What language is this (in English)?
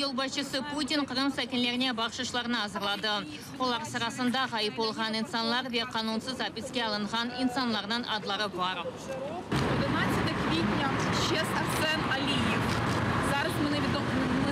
Crimean Tatar